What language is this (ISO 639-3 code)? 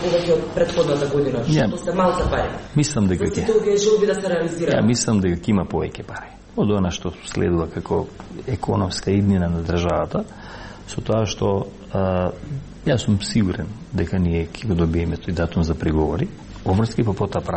mkd